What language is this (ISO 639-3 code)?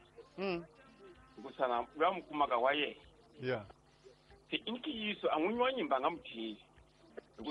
tso